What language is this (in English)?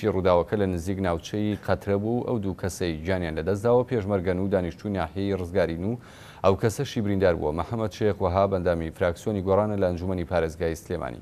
Central Kurdish